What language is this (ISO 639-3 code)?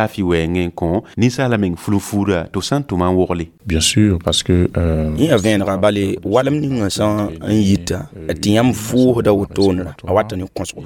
mos